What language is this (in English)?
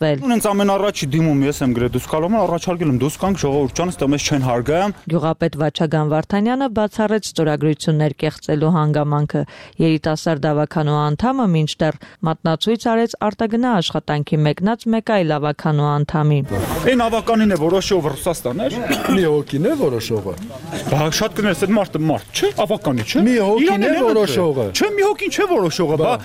Armenian